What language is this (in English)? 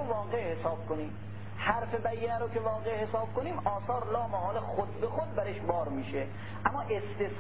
Persian